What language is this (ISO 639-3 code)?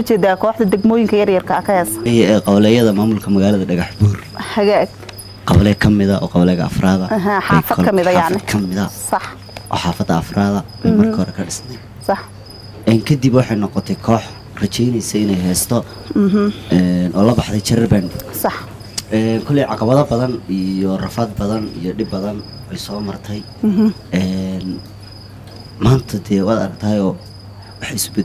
som